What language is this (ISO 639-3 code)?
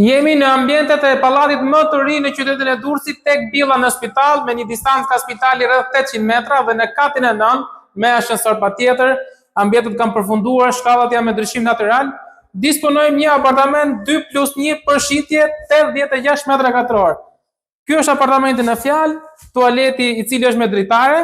sqi